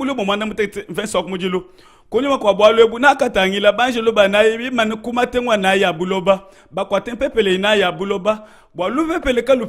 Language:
Luba-Lulua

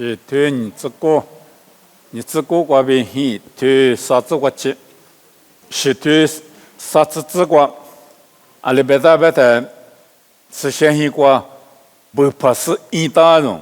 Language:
Lisu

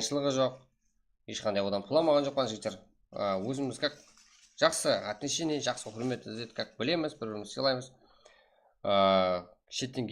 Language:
Kara-Kalpak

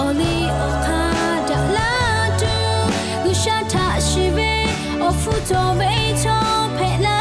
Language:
Lahu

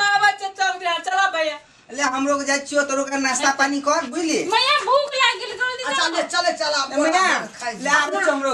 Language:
Maithili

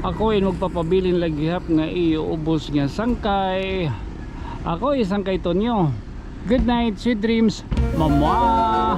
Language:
Waray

